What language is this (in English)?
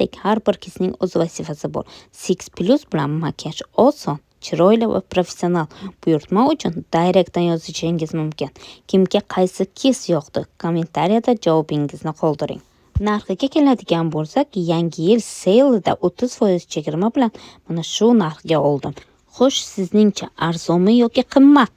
Uzbek